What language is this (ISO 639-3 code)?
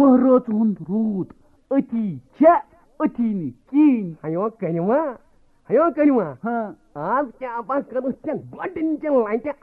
kas